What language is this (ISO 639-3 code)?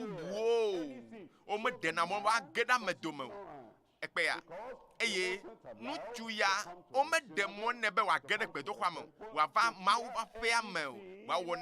ewe